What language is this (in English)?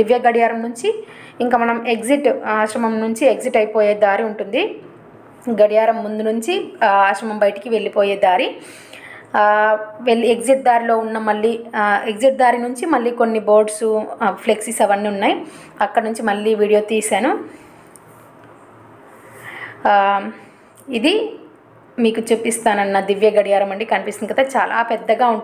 Telugu